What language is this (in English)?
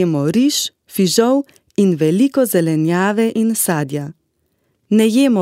Slovenian